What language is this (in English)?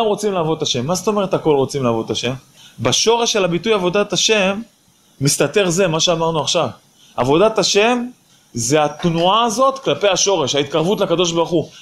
Hebrew